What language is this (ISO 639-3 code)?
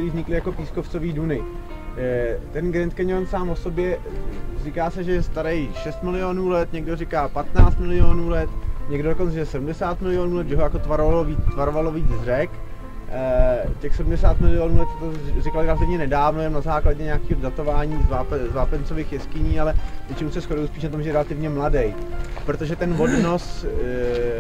ces